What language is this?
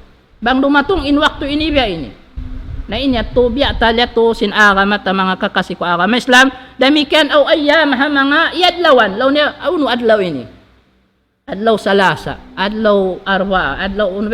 Tausug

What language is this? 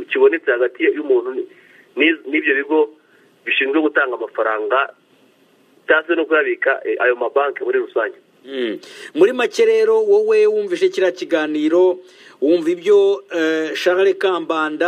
Kinyarwanda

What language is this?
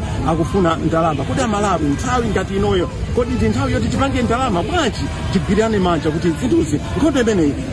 Nyanja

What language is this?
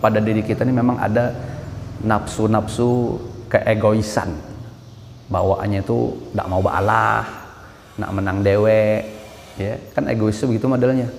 Banjar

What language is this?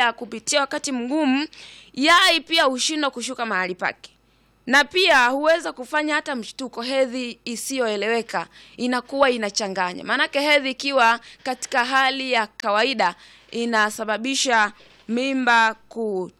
Swahili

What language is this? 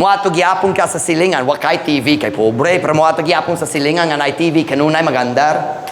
Cebuano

